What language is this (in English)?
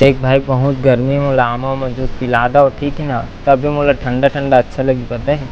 Chhattisgarhi